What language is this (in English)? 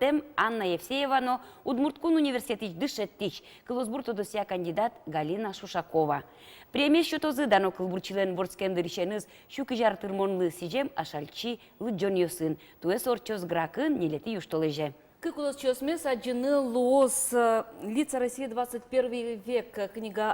Udmurt